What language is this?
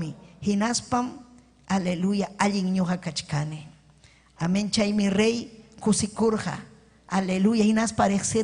Ayacucho Quechua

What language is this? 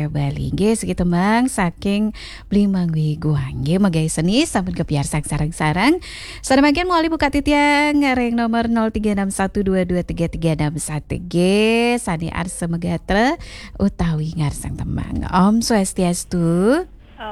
Balinese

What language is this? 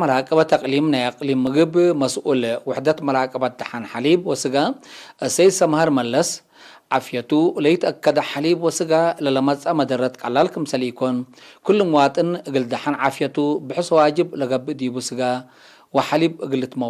Tigre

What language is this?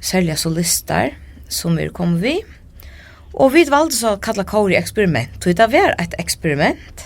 Faroese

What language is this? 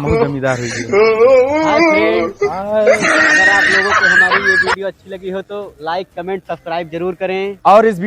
Awadhi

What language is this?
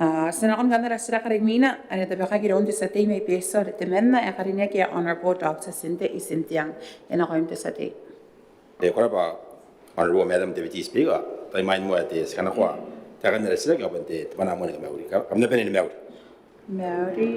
Gilbertese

